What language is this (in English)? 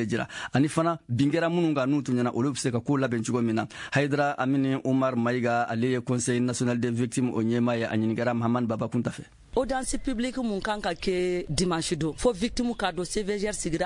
Bambara